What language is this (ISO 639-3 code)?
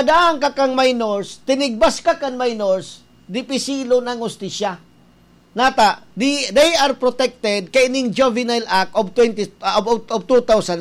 bik